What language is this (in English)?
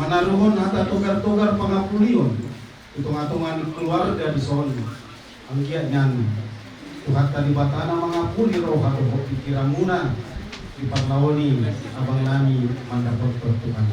Batak Toba